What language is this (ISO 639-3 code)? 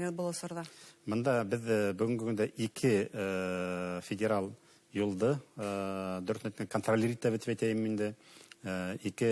bak